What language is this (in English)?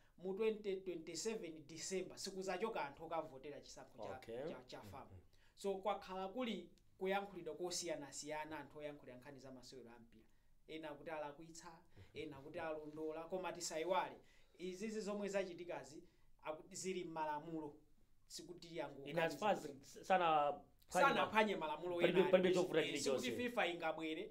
Nyanja